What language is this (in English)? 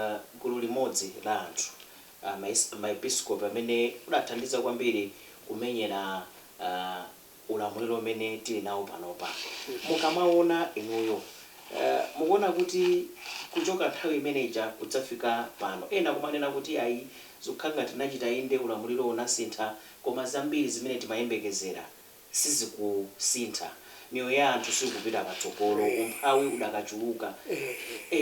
Nyanja